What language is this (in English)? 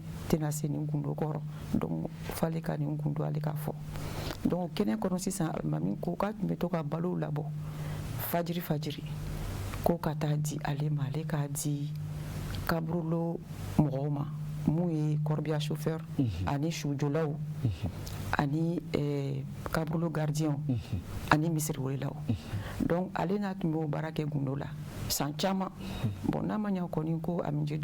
Bambara